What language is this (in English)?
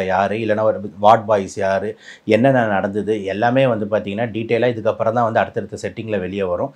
Tamil